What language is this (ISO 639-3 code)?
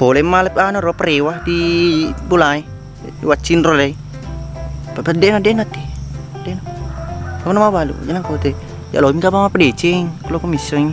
bug